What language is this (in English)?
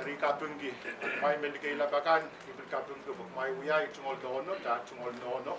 Pohnpeian